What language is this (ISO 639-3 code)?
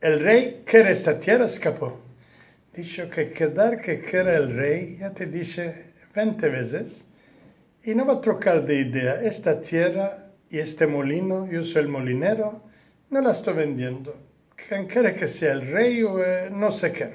lad